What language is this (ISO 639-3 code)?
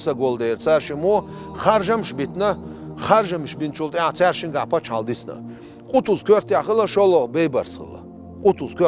che